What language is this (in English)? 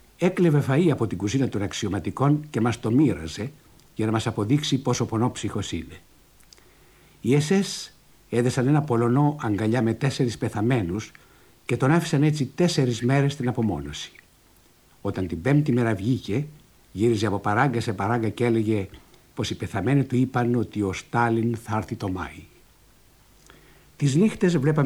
Greek